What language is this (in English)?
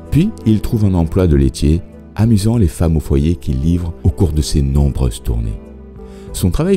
French